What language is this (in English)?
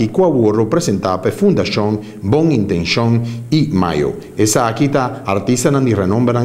Papiamento